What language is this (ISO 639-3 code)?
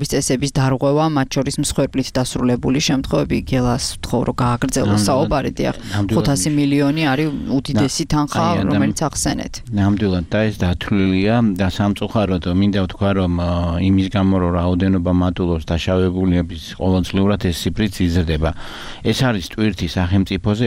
kat